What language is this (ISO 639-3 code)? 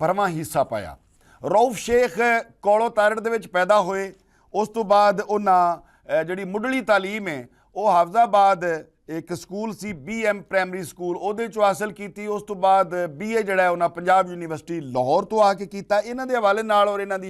lah